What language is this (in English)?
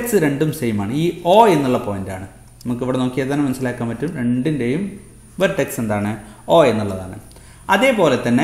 Malayalam